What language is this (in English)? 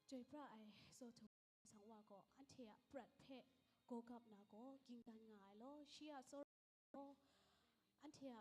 Kachin